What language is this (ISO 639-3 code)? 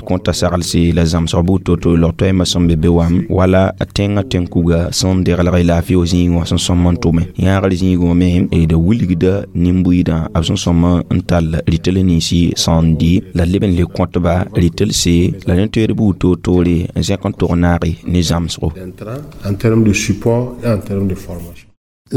mos